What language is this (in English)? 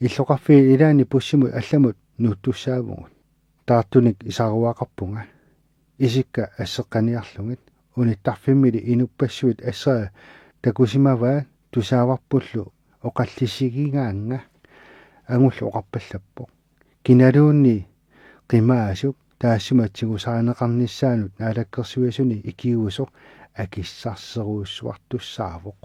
Kalaallisut